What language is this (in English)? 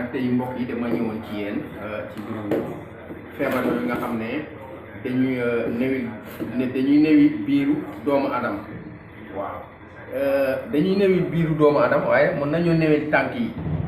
Wolof